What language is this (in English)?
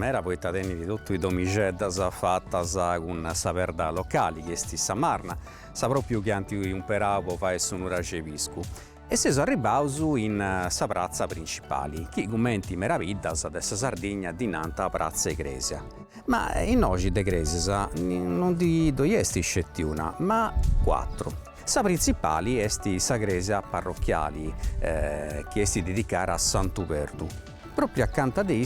Sardinian